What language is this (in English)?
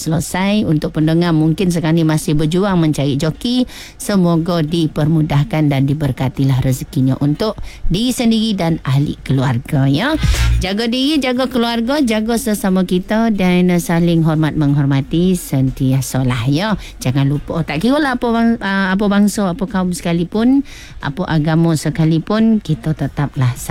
Malay